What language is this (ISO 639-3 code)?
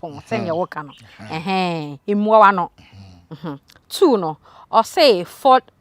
aka